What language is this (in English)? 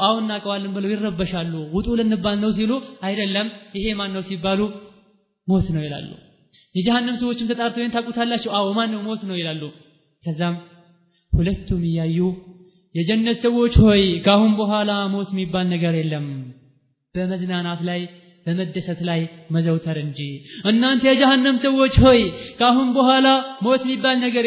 Amharic